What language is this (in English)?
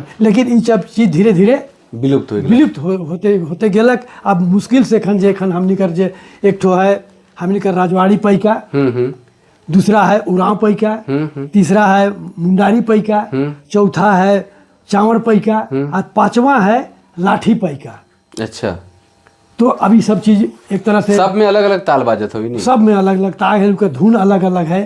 Sadri